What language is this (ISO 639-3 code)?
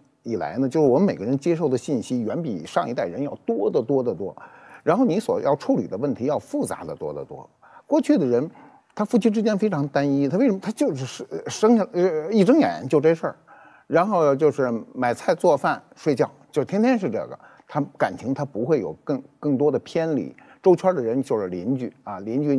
zho